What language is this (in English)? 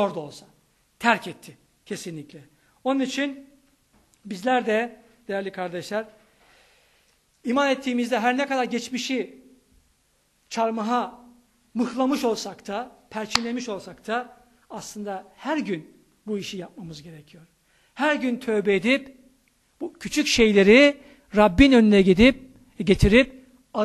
Turkish